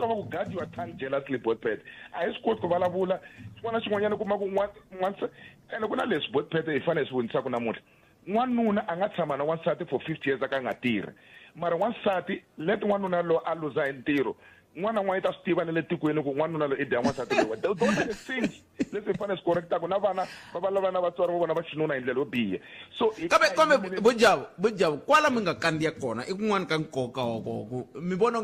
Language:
Tsonga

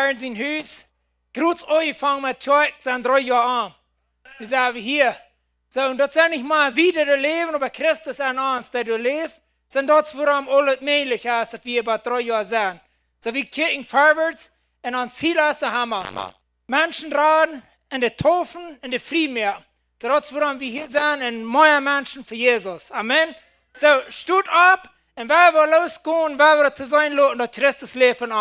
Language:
Plautdietsch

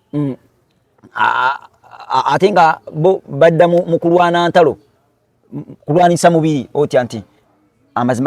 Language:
Ganda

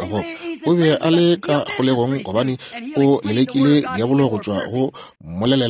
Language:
Northern Sotho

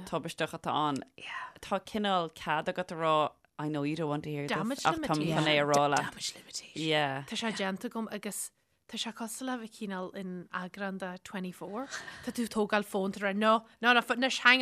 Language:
Irish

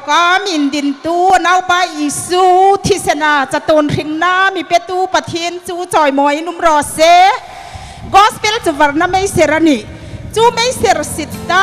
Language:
Hmar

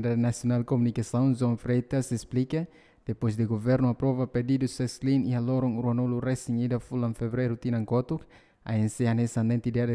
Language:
Tetum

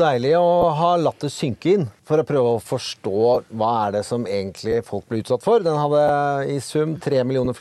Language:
Norwegian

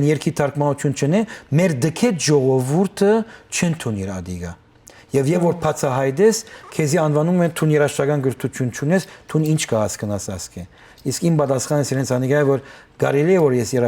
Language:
Western Armenian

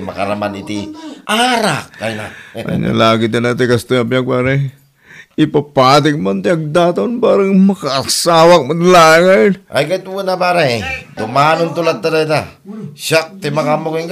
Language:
Iloko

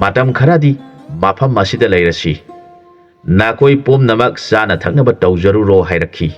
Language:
Manipuri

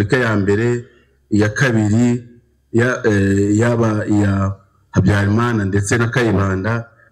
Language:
Kinyarwanda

